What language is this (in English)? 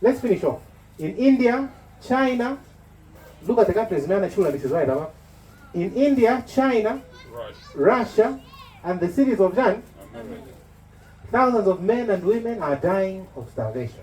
Nyanja